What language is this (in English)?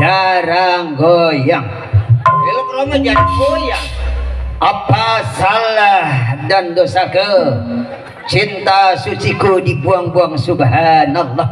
Betawi